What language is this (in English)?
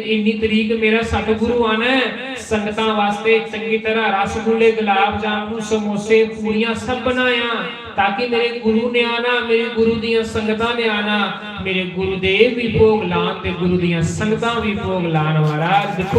Dogri